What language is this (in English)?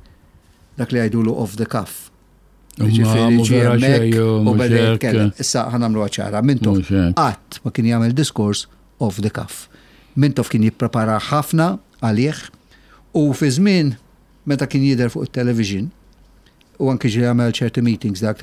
Maltese